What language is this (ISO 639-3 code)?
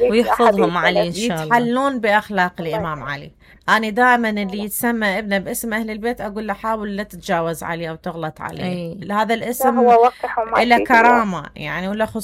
acm